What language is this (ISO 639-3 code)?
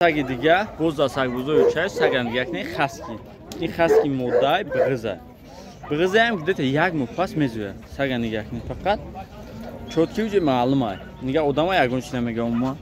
tgk